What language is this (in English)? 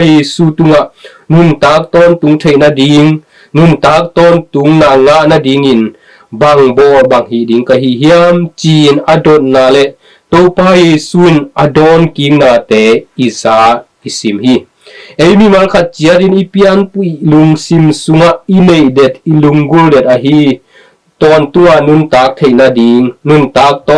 Tedim Chin